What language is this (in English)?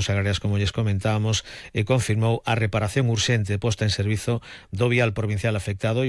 Galician